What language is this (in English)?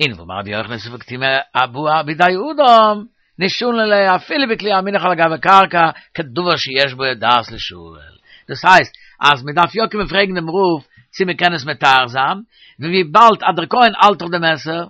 Yiddish